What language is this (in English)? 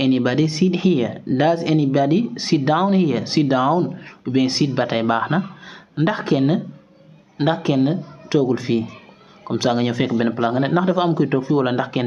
Wolof